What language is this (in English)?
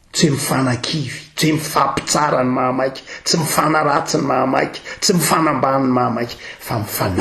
Malagasy